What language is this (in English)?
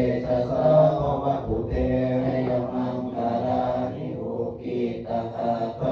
Pali